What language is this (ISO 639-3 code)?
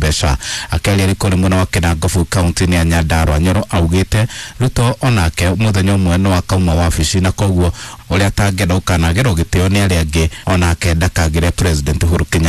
kik